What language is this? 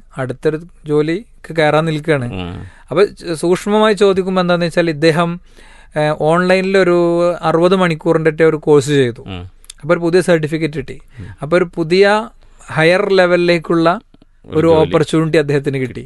Malayalam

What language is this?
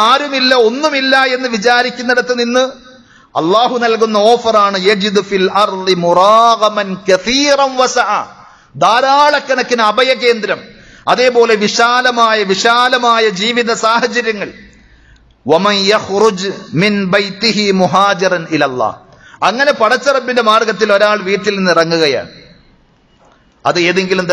Malayalam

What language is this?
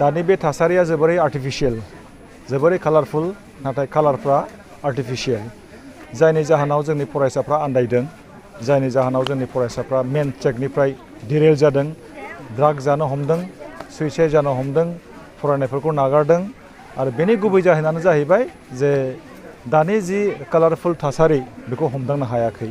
Bodo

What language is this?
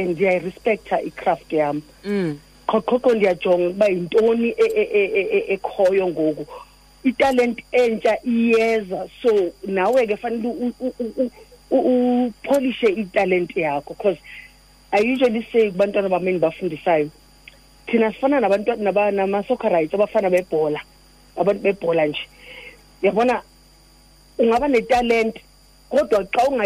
Xhosa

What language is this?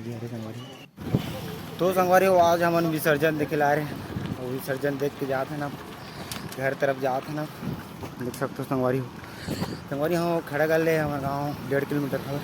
Chhattisgarhi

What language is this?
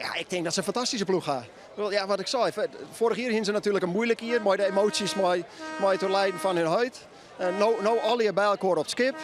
Western Frisian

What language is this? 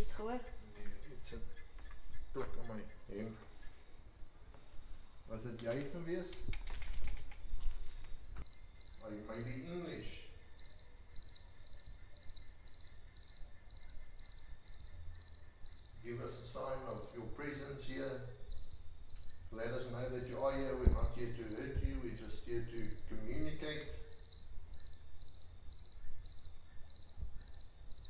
English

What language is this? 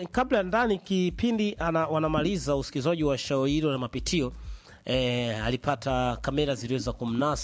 Swahili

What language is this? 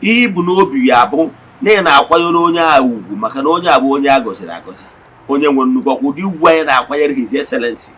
Igbo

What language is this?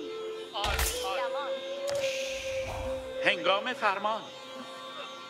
Persian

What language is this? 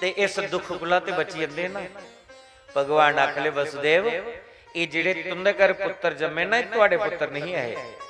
Dogri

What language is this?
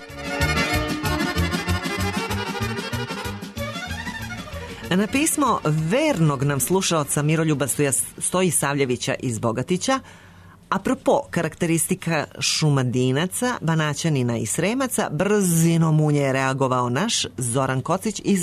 Serbian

